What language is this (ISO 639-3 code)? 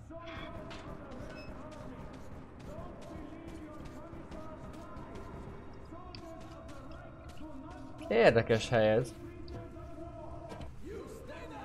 hun